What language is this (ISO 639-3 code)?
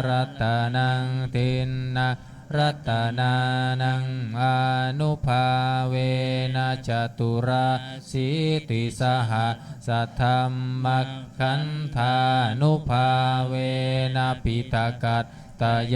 pli